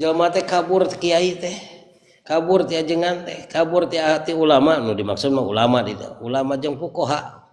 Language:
Sundanese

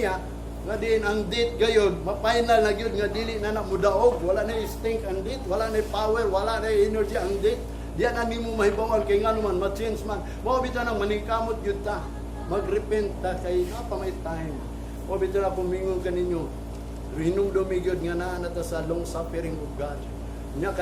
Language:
Cebuano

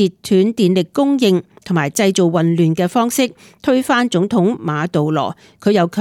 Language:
Cantonese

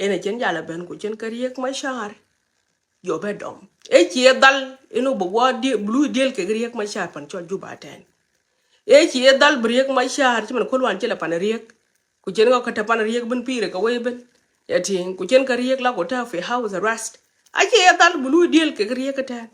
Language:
Nuer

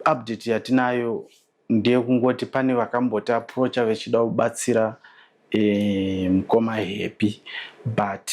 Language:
Shona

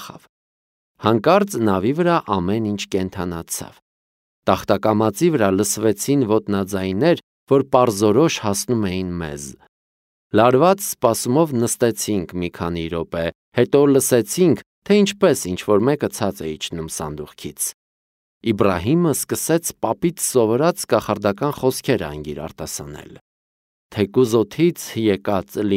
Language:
Armenian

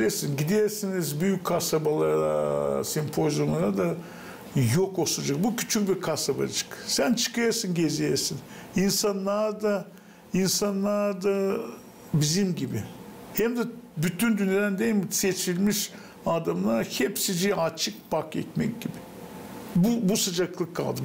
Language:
Gagauz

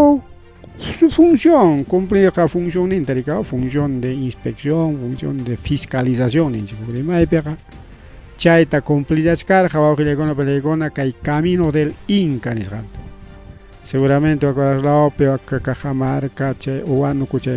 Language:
Ayacucho Quechua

